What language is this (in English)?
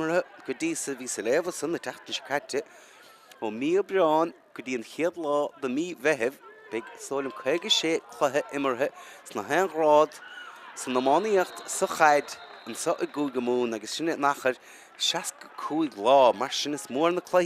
Irish